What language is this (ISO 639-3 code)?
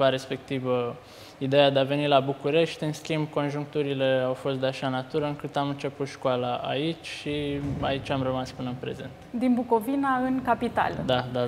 ron